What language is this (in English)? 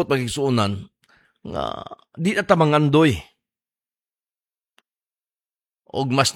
Cebuano